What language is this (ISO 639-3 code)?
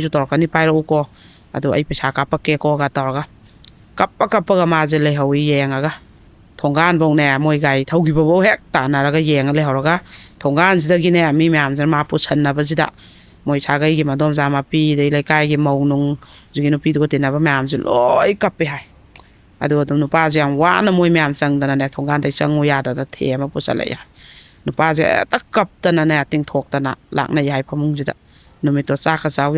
mni